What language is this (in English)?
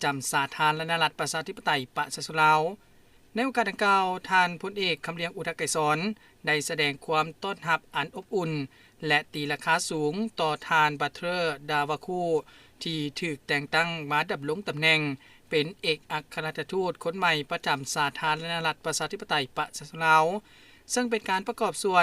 Lao